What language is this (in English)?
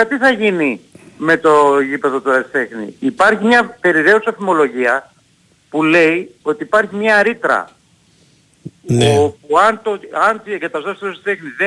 Greek